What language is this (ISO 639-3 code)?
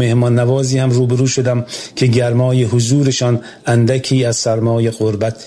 fas